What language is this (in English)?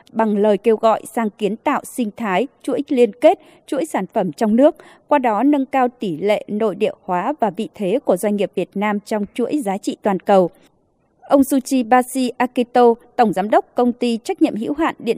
Vietnamese